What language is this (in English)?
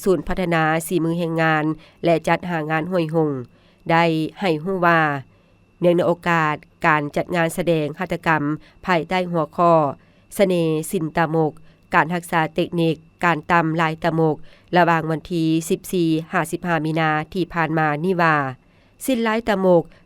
Lao